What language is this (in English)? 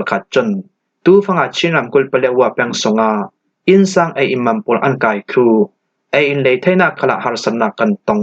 Falam Chin